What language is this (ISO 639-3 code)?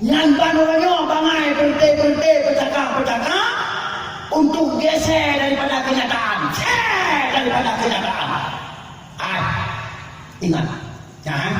ace